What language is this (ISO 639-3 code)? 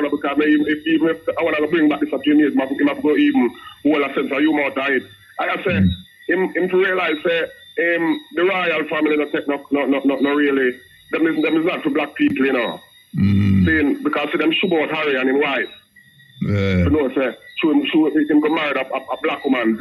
jam